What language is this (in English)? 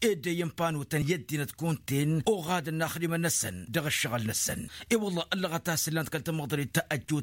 Tamasheq